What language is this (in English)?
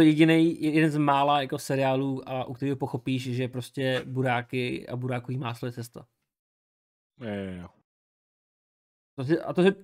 Czech